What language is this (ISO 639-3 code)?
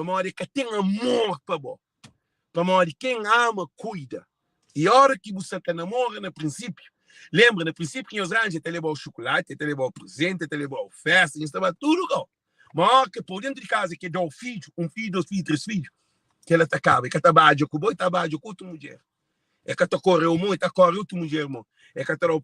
kea